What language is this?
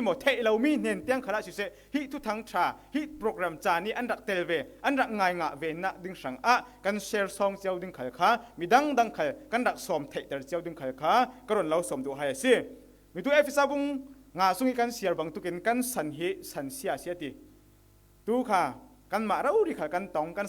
Falam Chin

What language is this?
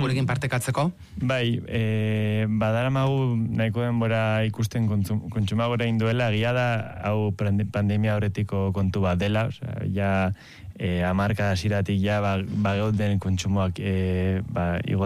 Basque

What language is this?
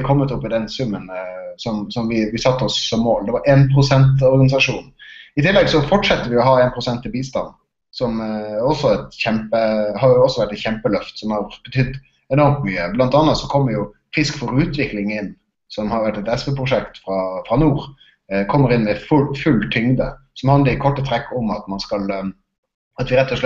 Norwegian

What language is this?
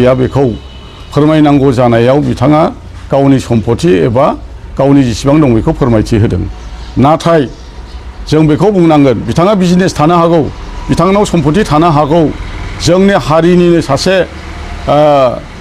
Bodo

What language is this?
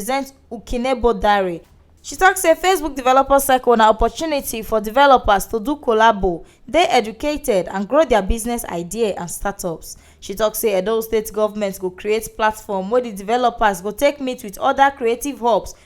Nigerian Pidgin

